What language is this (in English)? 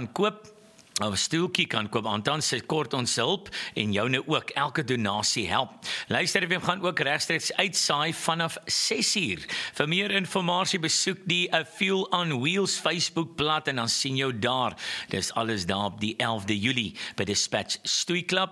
Afrikaans